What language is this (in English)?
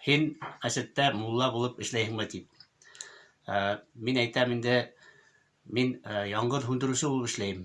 Bashkir